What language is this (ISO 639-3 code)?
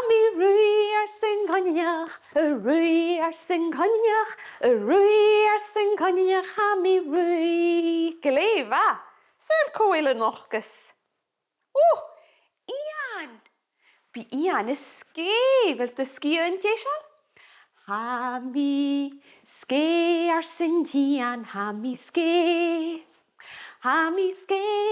gla